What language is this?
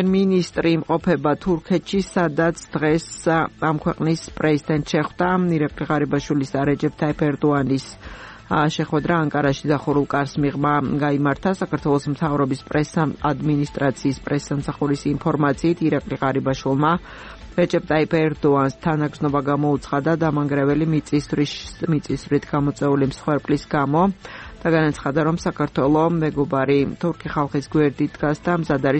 Georgian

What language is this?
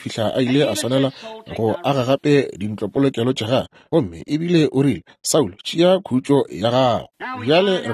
Northern Sotho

